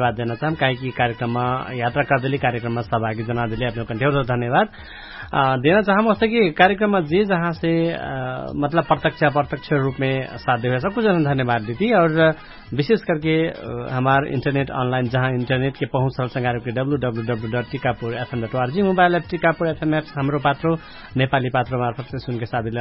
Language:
Dangaura Tharu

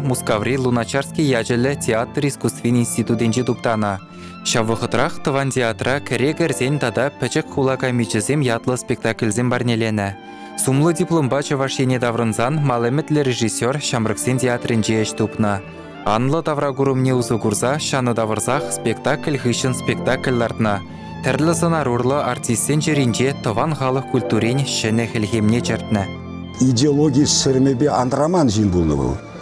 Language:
Chuvash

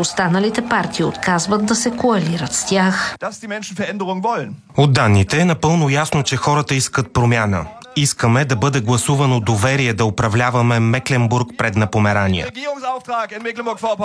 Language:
Bulgarian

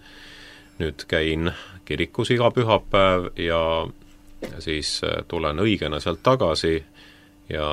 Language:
Estonian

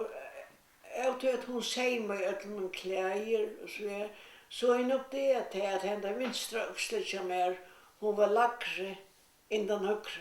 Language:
Faroese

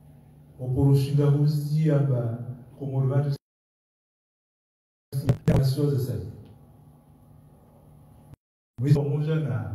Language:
Swahili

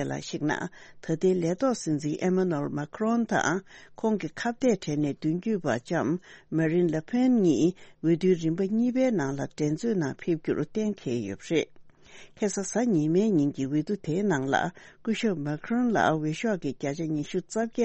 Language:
Tibetan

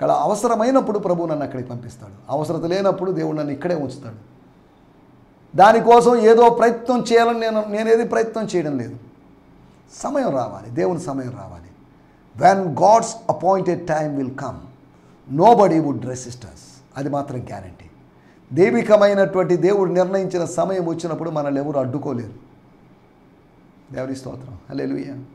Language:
Telugu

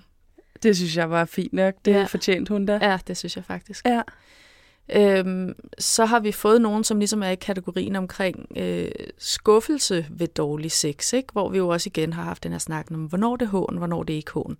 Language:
Danish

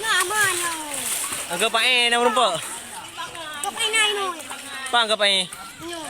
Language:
Achinese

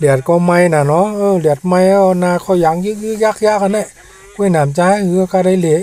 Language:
Shan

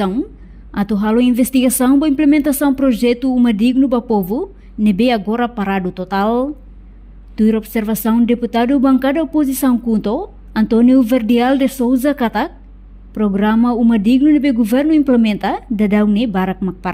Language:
Tetum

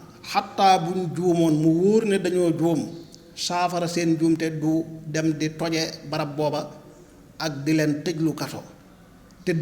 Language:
Wolof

